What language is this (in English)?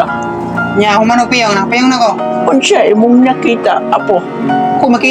Cebuano